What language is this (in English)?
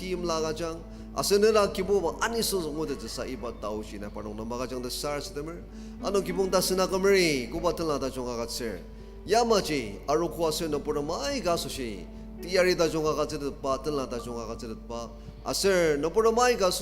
Ao Naga